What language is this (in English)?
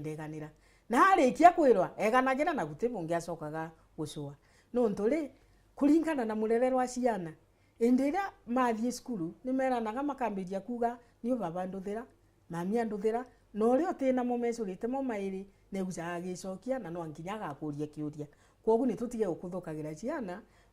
Meru